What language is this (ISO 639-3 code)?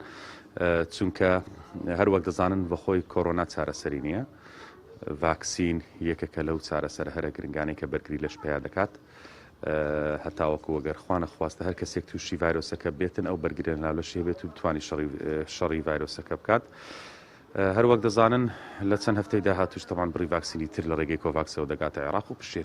ckb